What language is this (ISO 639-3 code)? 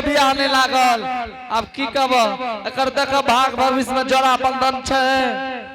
anp